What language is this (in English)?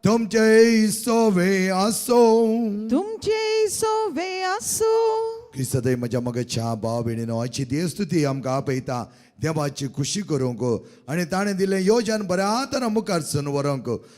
Konkani